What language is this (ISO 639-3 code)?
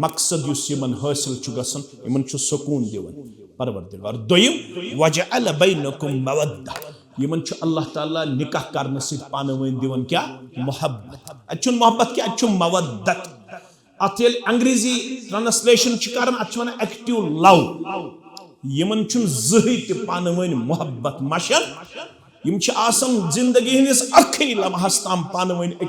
kas